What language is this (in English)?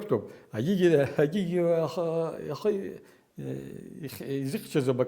Abkhazian